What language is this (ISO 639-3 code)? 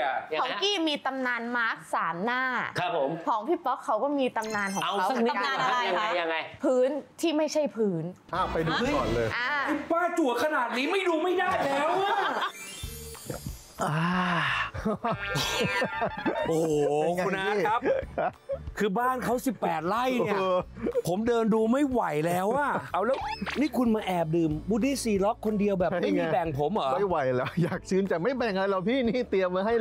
tha